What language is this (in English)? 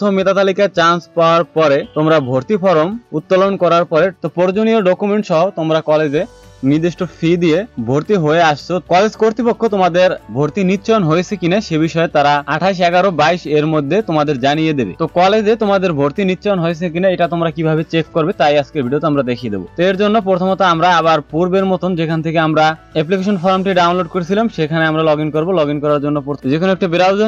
Bangla